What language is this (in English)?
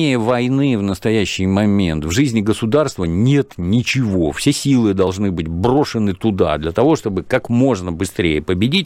Russian